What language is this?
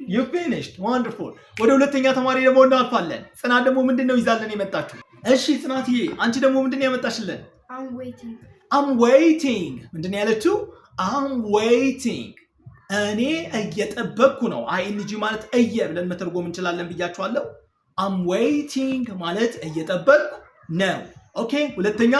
Amharic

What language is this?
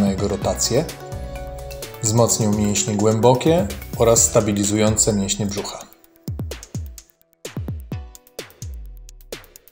Polish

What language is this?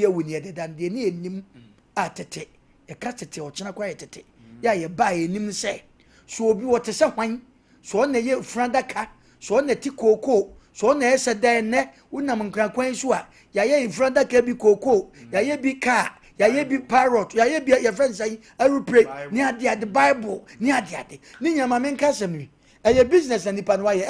Akan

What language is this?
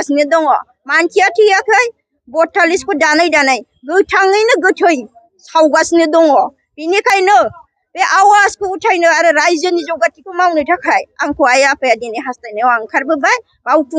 Bodo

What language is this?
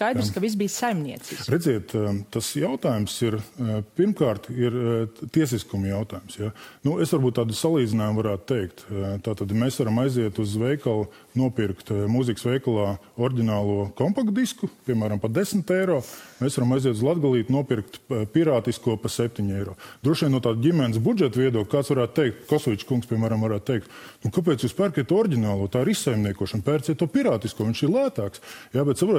Latvian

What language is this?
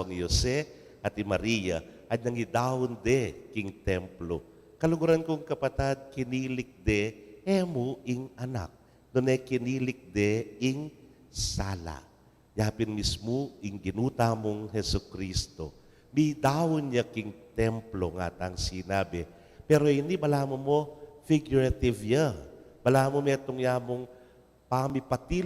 Pampanga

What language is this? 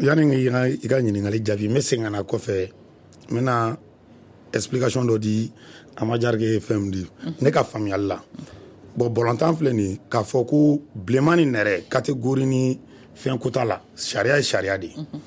Bambara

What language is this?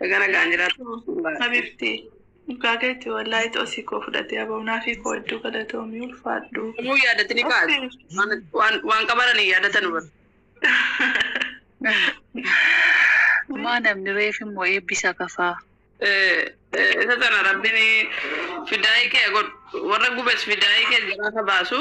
Oromo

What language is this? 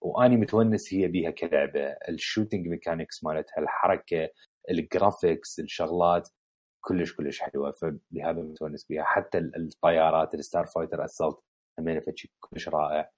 Mesopotamian Arabic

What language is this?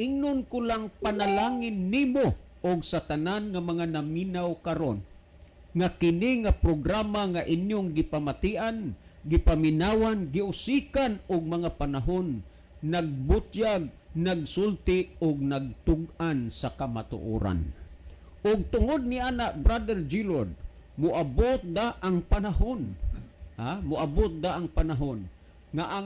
Cebuano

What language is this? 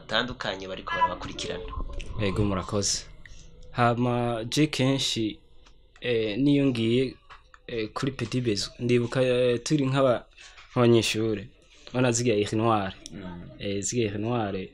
Rundi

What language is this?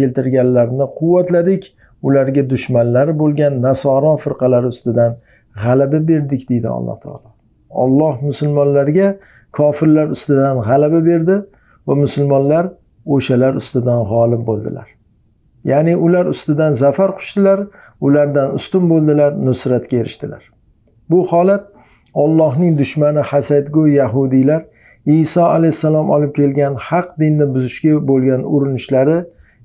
Uzbek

